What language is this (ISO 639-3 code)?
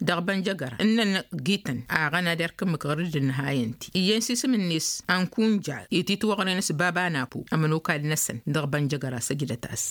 taq